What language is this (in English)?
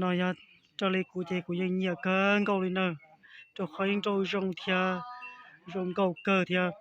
Hmong